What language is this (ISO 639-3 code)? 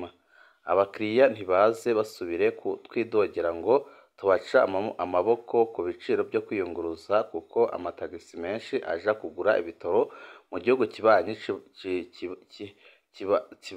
run